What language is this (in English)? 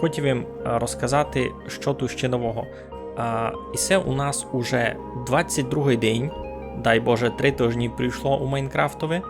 Rusyn